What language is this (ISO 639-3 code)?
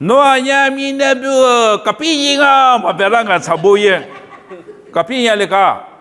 lis